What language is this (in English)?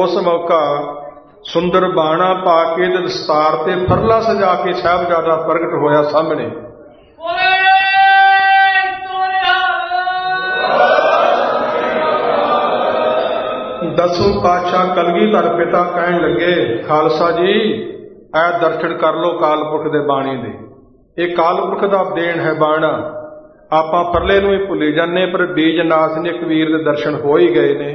Punjabi